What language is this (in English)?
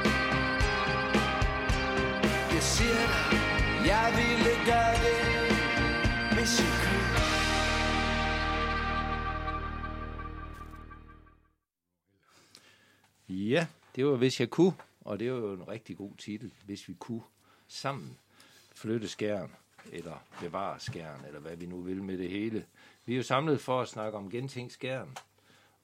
Danish